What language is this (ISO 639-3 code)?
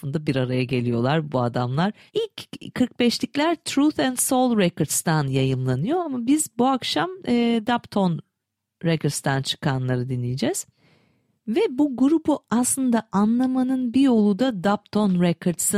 tur